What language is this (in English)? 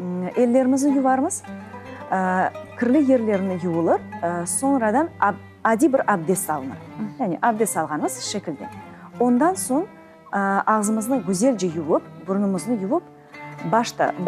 Crimean Tatar